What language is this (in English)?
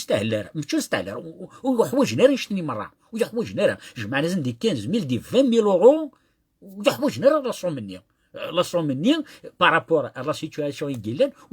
Kabyle